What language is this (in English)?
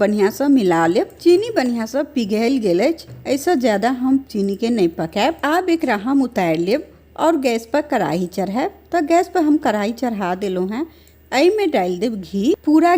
Maithili